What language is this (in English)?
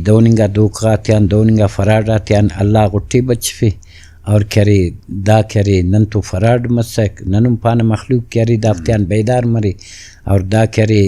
Brahui